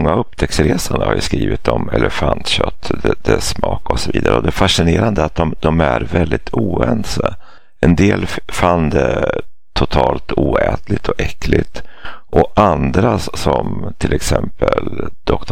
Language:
Swedish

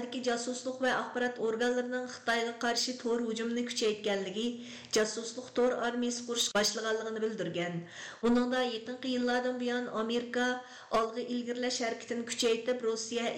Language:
Uyghur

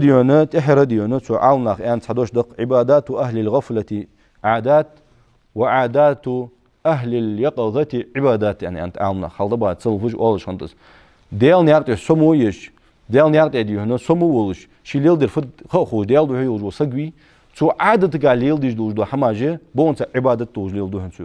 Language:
Ingush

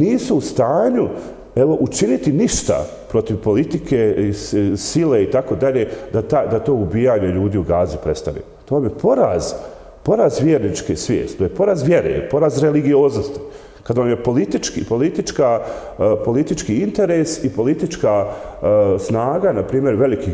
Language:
Bosnian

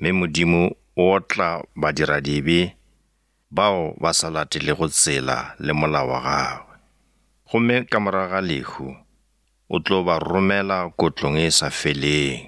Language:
Northern Sotho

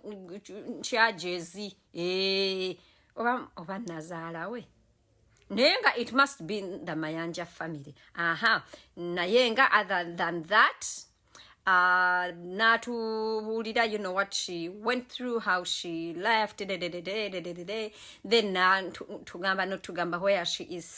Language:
Ganda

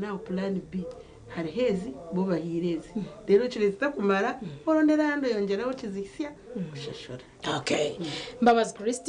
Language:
Nyankole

